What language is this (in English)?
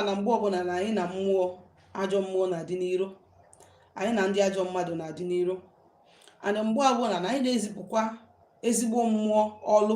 Igbo